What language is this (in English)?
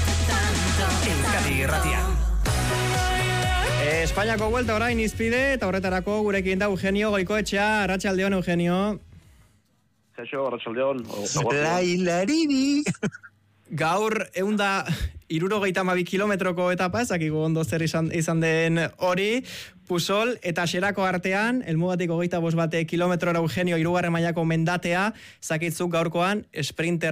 Basque